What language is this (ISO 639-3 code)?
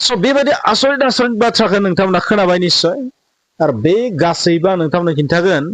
brx